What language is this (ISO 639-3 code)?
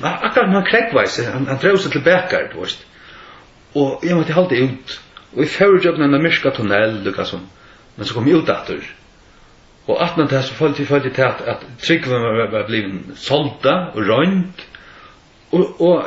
fao